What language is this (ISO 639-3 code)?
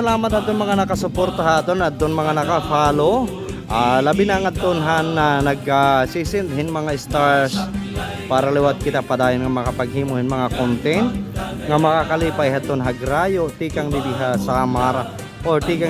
war